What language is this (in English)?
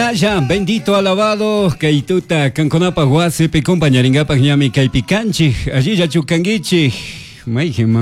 Chimborazo Highland Quichua